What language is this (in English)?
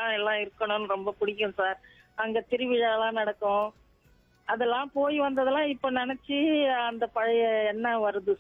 Tamil